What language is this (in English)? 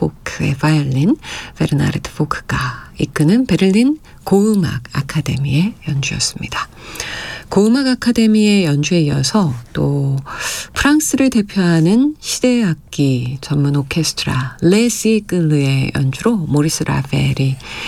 Korean